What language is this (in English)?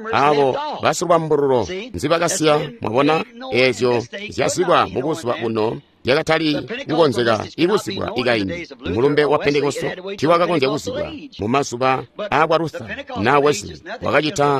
Tonga (Zambia)